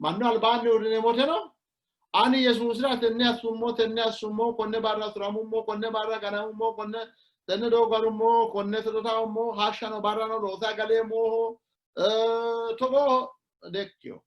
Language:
Sidamo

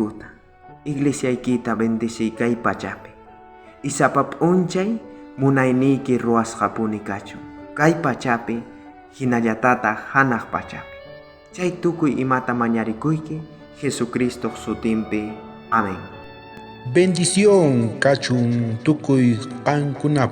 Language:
South Bolivian Quechua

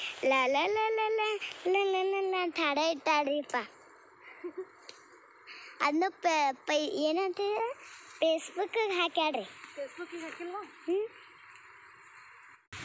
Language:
Kannada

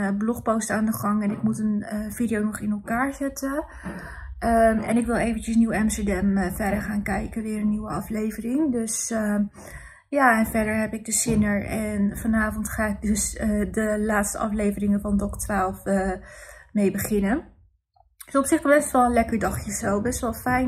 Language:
Dutch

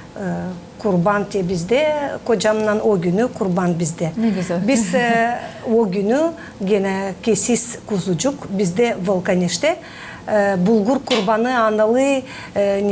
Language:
Gagauz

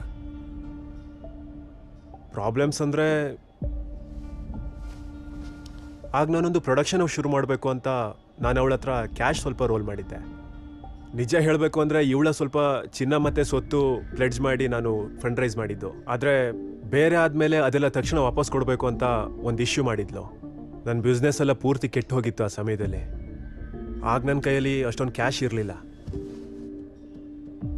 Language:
Kannada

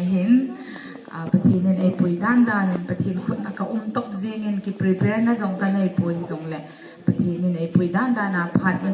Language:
Hmar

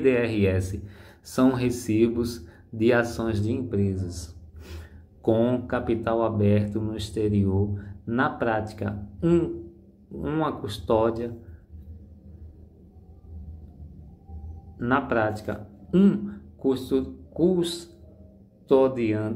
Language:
Portuguese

